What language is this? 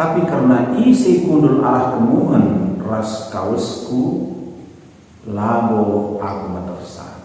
Batak Karo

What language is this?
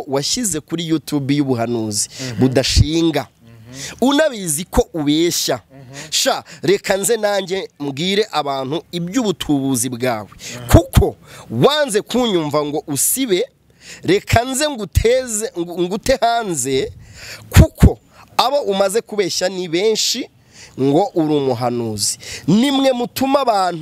Kinyarwanda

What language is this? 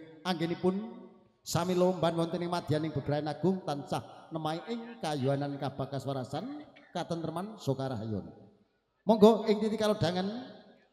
Javanese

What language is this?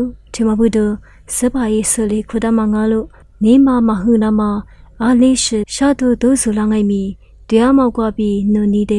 Lisu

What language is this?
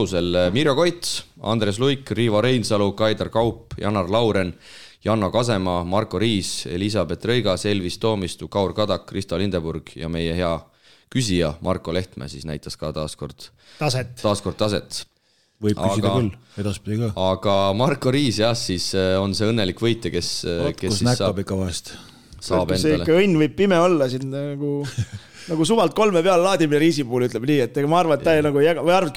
Estonian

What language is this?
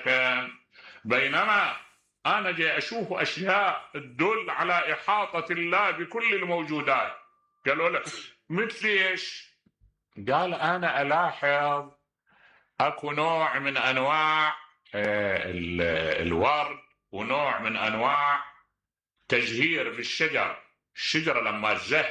Mesopotamian Arabic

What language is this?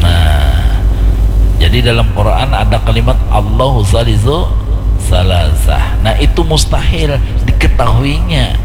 Banjar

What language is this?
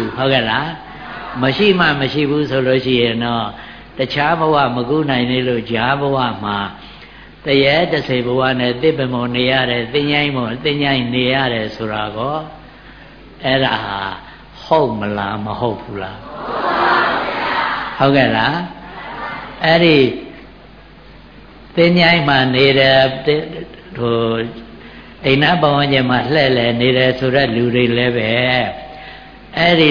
Burmese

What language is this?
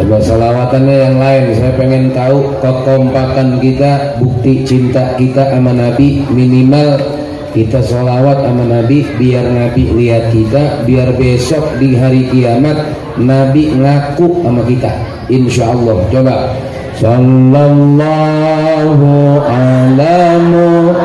Betawi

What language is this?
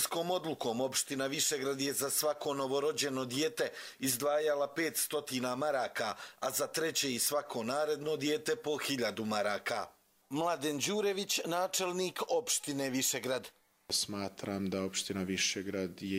Serbian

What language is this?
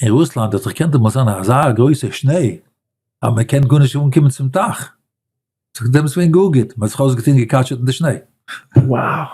Yiddish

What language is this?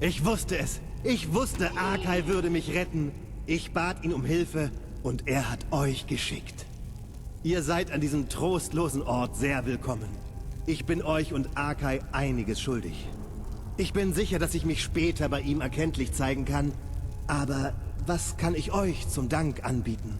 Bavarian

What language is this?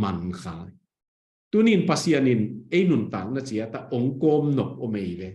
Tedim Chin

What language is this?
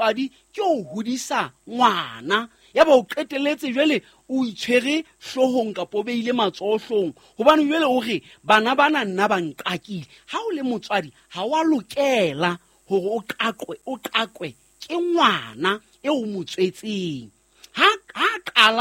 Southern Sotho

